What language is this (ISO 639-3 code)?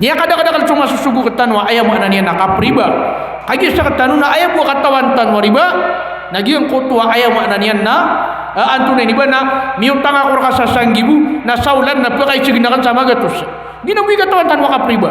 mrw